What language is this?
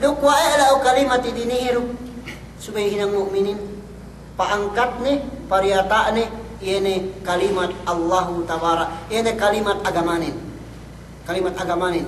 Yakan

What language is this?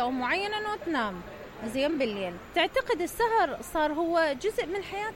Mesopotamian Arabic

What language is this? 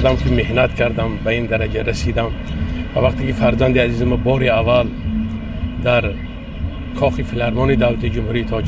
Tajik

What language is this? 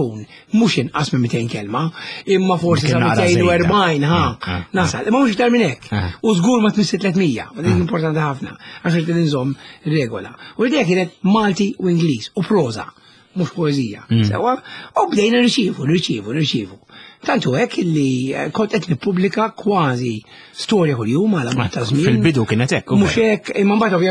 Maltese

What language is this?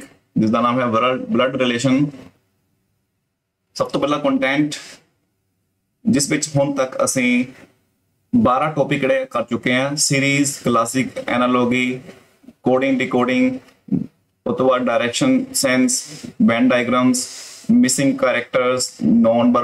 Punjabi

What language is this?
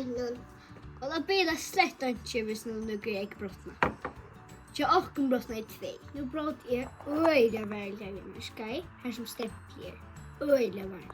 Faroese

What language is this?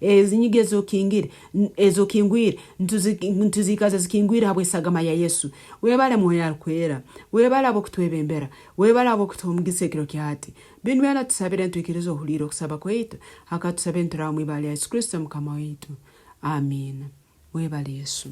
Nyoro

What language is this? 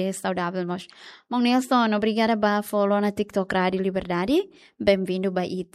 Tetum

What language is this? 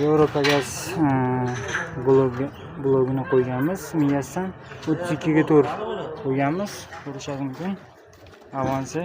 Uzbek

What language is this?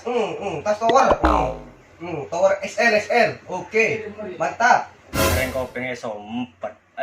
Madurese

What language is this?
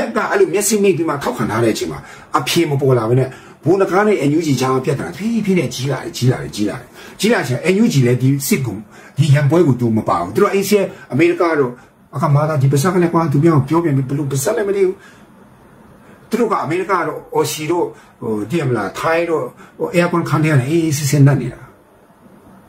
Burmese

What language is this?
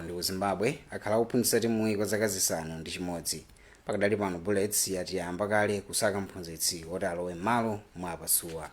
Nyanja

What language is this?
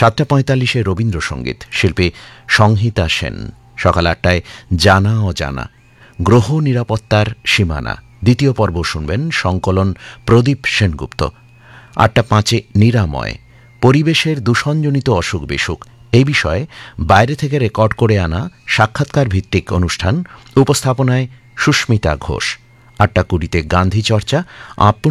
Bangla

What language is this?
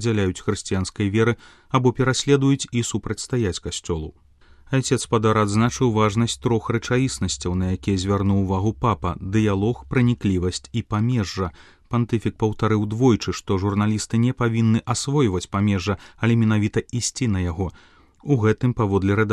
Belarusian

